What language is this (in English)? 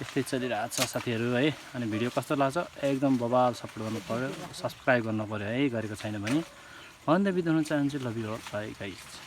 Nepali